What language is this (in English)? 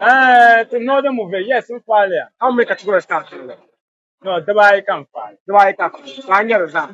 Dagbani